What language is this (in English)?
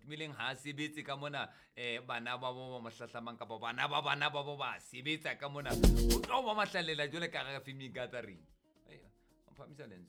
Southern Sotho